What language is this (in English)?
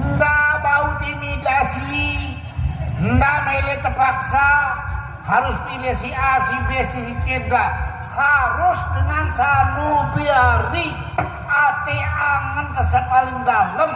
Sasak